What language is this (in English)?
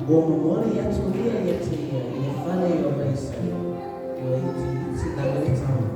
Samoan